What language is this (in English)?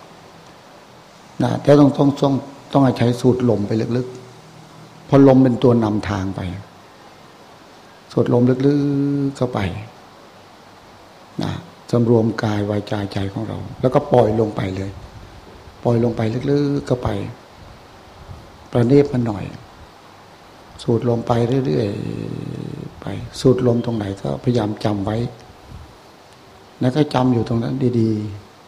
Thai